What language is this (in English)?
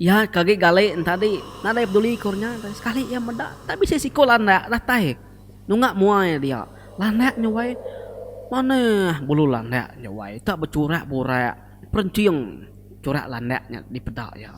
Iban